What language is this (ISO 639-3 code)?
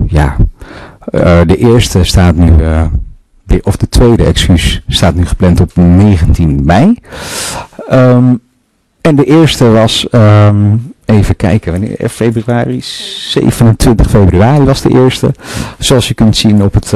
nld